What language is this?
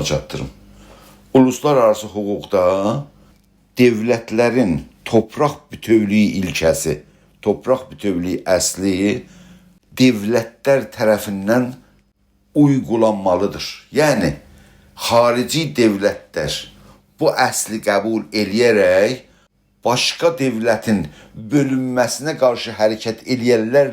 South Azerbaijani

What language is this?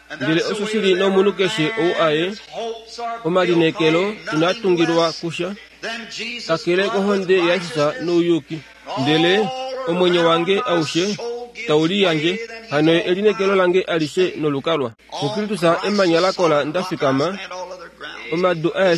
Kuanyama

